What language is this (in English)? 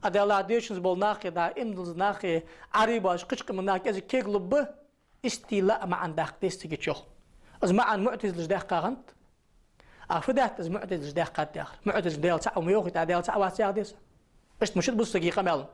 Ingush